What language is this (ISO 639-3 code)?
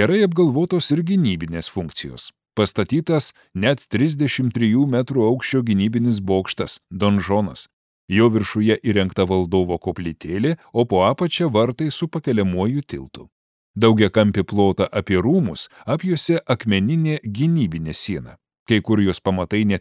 lit